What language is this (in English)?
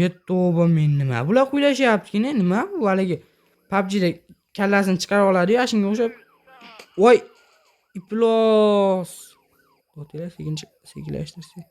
Uzbek